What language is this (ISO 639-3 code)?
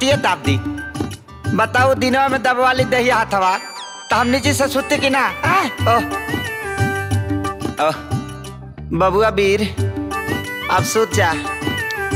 bho